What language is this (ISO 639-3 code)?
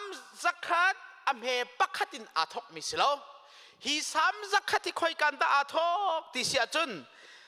cnh